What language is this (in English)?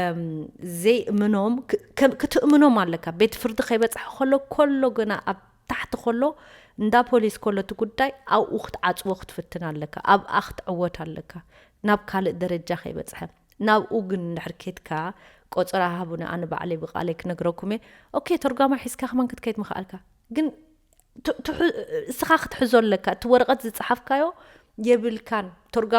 Tigrinya